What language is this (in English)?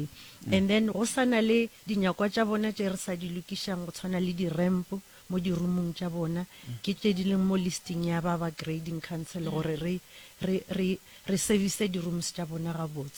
Northern Sotho